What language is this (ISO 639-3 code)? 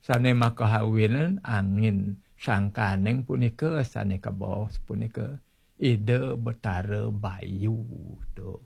ban